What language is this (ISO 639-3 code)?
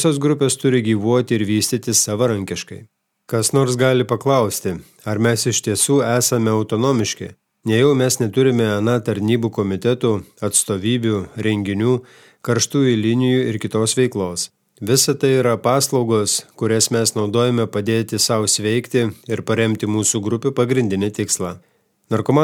lit